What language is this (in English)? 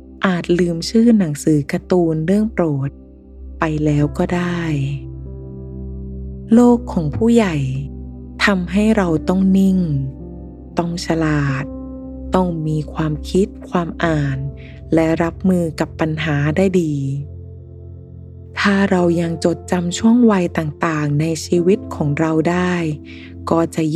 Thai